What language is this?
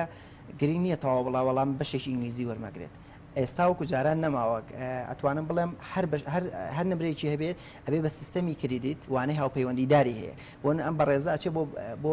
Central Kurdish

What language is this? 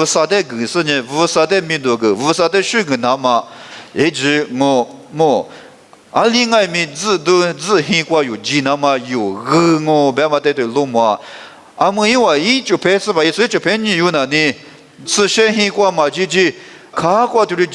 Lisu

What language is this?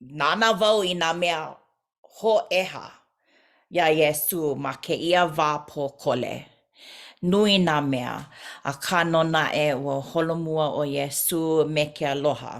Hawaiian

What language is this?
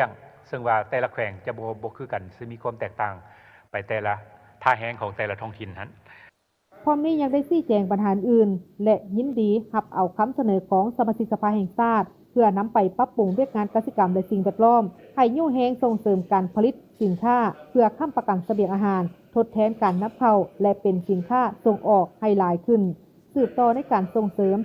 Lao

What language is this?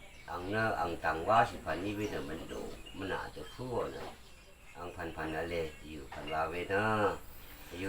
Rawang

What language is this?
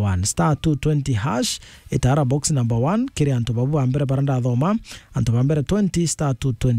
Meru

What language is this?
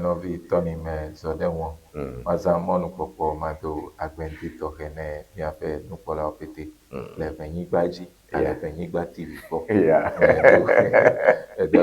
Ewe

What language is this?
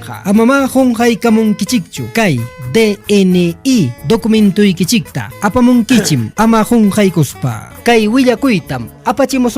Ayacucho Quechua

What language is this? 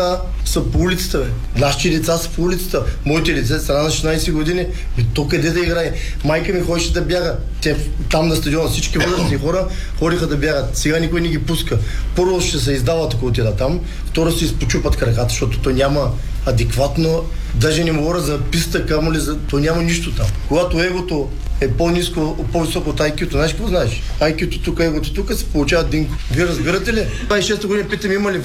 Bulgarian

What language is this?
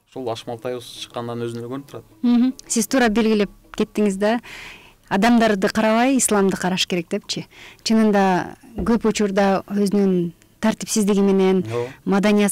Kyrgyz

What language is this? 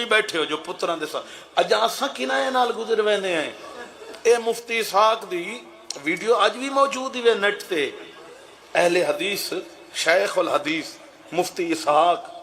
Saraiki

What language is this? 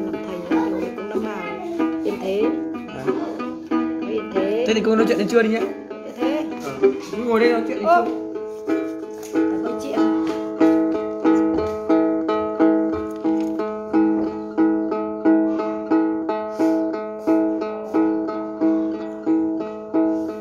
Vietnamese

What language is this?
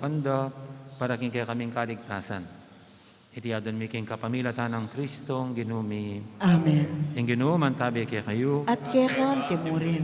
Pampanga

